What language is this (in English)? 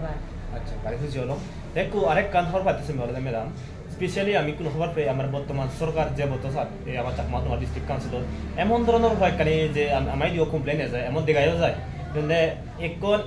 Chakma